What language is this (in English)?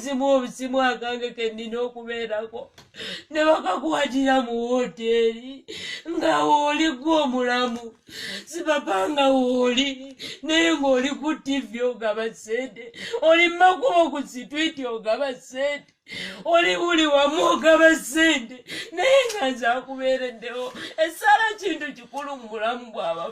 Ganda